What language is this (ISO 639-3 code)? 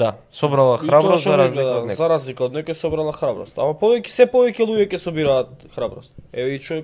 mkd